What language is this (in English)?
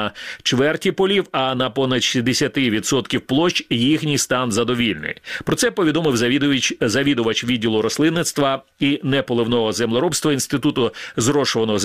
Ukrainian